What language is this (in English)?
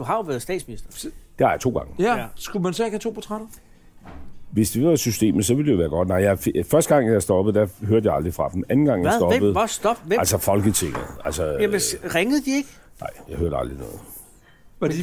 Danish